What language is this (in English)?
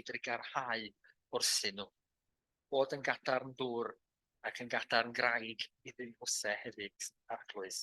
Welsh